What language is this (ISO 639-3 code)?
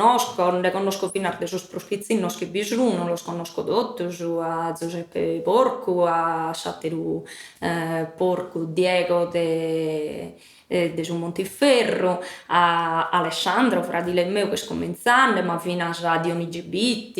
srd